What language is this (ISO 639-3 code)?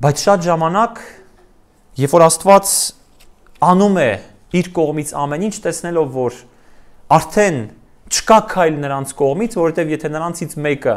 hye